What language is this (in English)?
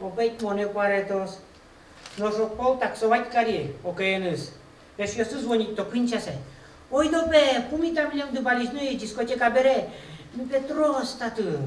Udmurt